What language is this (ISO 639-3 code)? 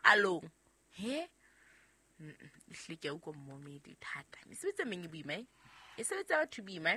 sot